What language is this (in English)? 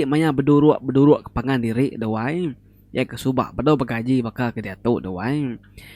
Iban